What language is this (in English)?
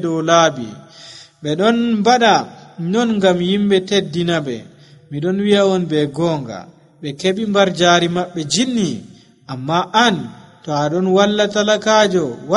Nigerian Fulfulde